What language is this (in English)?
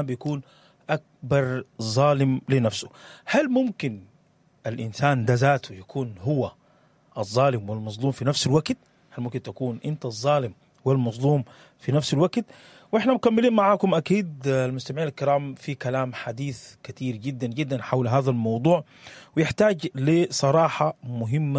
Sudanese Arabic